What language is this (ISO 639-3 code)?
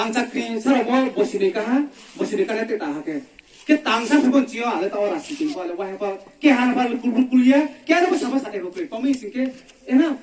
ria